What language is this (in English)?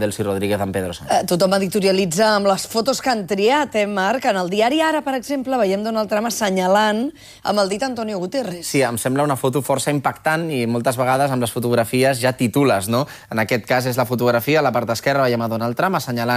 Catalan